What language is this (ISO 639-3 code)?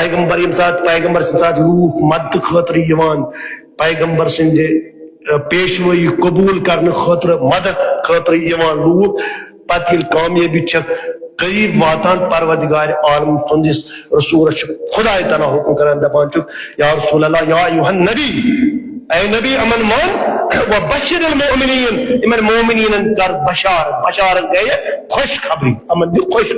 kas